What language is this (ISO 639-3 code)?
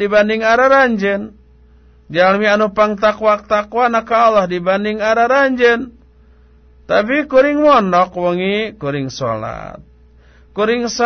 sun